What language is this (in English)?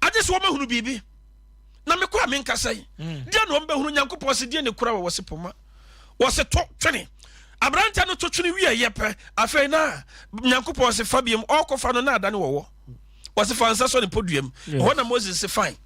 Akan